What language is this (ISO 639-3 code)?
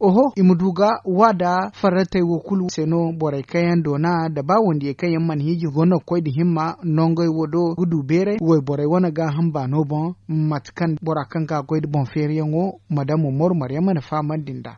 dje